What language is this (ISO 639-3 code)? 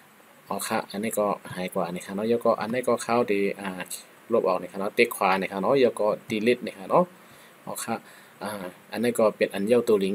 shn